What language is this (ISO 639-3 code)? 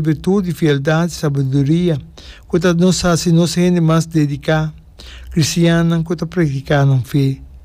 pap